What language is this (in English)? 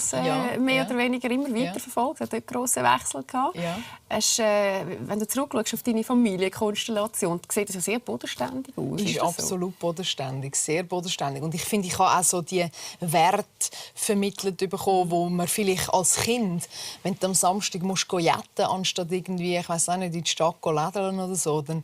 Swiss German